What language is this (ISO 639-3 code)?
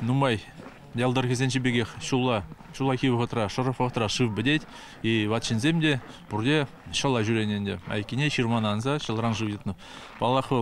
chv